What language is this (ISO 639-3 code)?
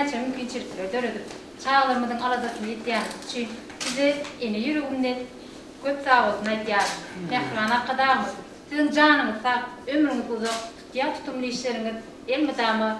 tuk